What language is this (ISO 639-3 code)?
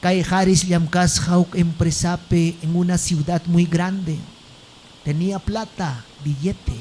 quy